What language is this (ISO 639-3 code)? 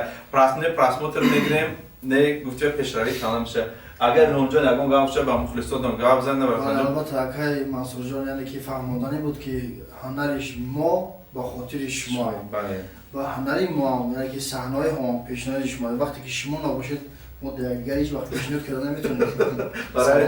tgk